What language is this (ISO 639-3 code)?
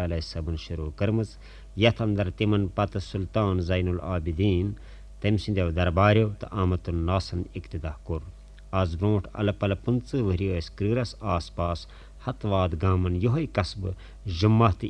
kas